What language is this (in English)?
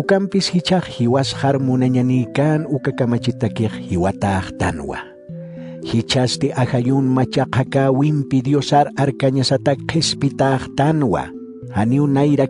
Aymara